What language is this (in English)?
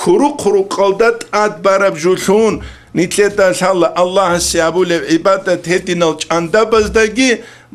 Avaric